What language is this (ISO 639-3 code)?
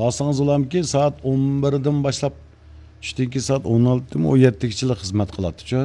uig